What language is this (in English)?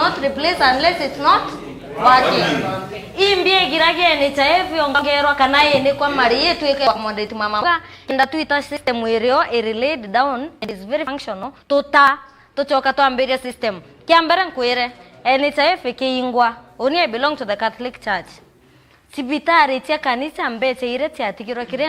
Meru